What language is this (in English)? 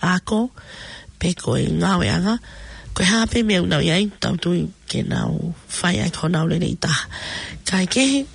Tongan